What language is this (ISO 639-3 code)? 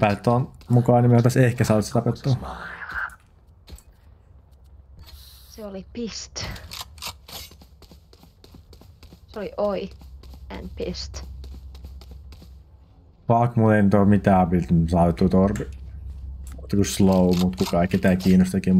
fin